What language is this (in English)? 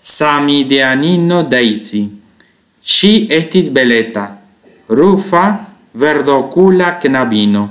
Esperanto